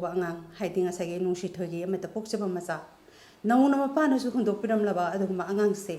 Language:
Manipuri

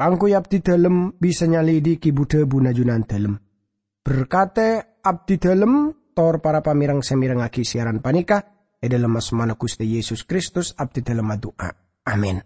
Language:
Madurese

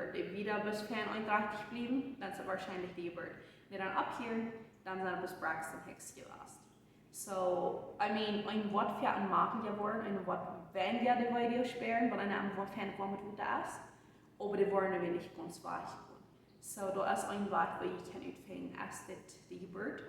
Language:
Plautdietsch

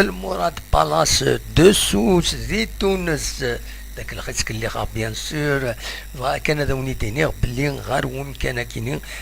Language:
Kabyle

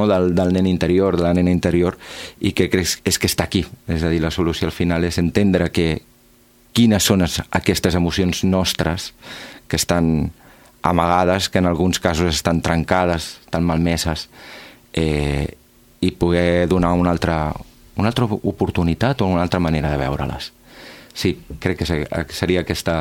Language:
Catalan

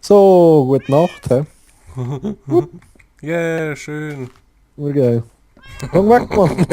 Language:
Swiss German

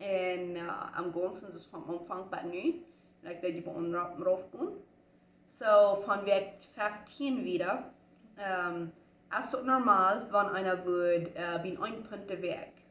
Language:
Plautdietsch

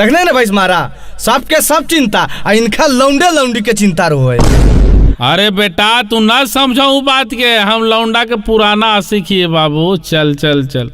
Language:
Magahi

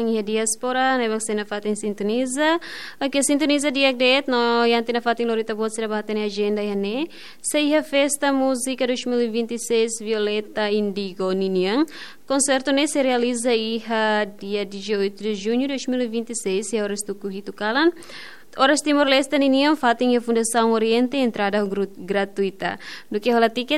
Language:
Tetum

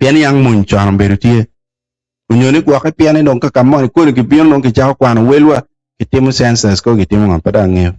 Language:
Acoli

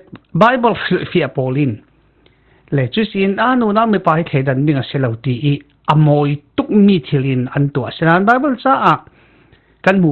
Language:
Falam Chin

